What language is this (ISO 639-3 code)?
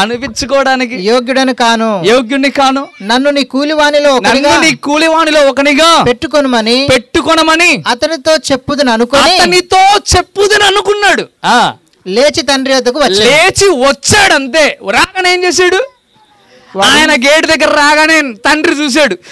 tel